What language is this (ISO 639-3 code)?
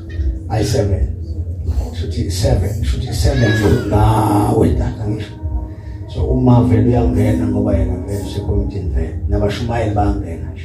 zul